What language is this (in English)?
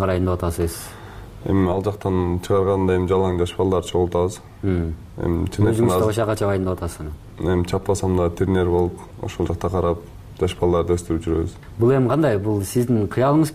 Kyrgyz